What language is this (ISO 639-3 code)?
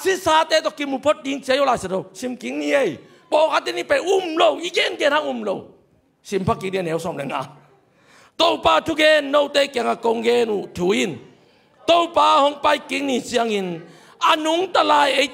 ctd